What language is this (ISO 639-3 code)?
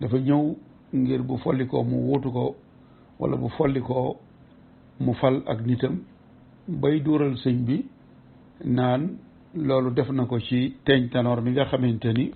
wol